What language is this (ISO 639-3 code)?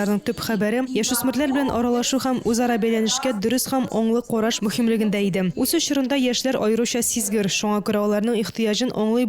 tat